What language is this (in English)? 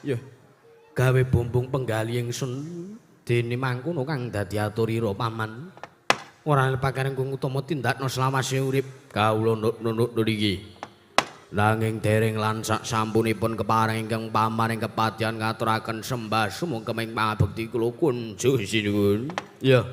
Javanese